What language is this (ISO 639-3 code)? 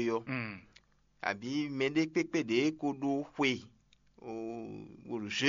fon